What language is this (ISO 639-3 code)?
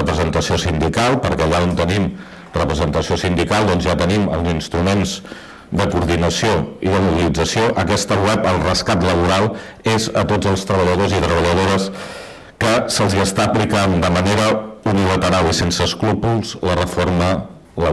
cat